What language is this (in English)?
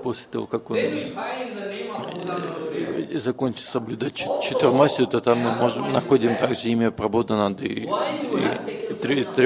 Russian